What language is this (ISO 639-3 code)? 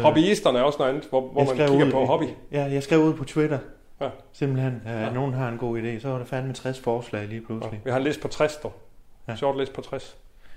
dan